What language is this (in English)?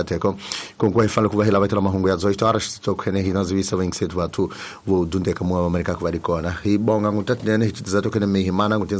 Tsonga